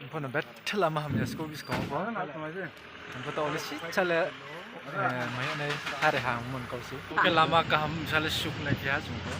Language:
Riang (India)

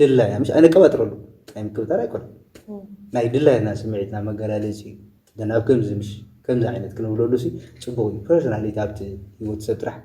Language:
Tigrinya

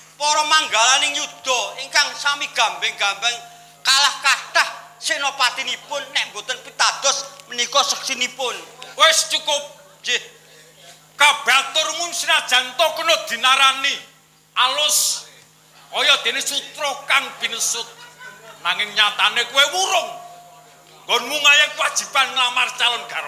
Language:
Javanese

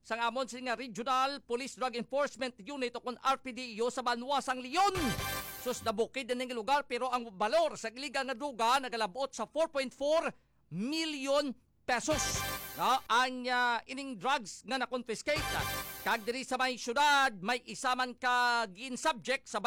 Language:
Hiligaynon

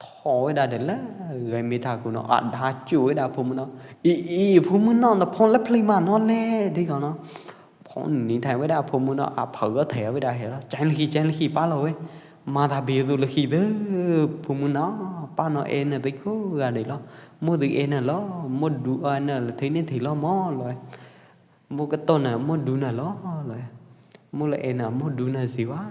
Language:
Pwo Eastern Karen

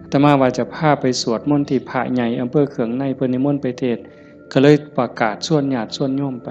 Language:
Northeastern Thai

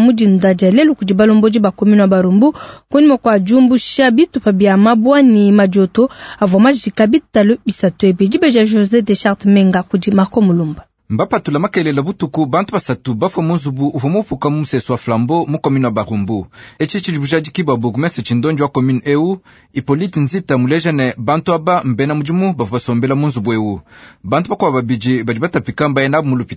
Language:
Luba-Lulua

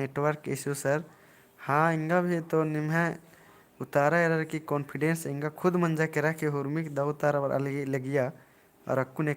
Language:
Kurukh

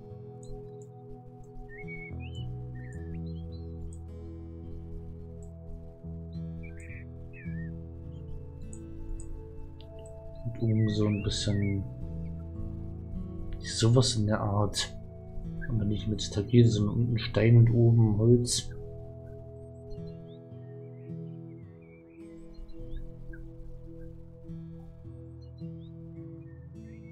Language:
German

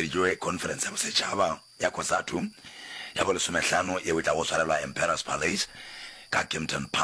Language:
Northern Sotho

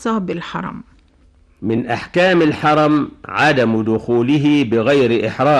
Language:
Arabic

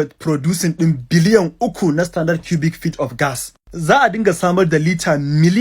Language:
Hausa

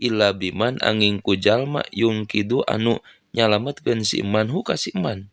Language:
Sundanese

